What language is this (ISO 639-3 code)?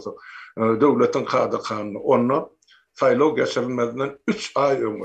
tuk